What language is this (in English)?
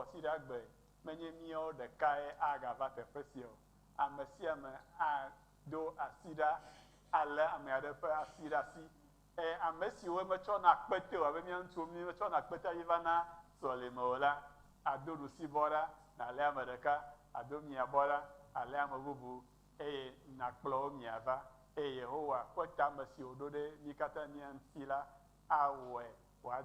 Ewe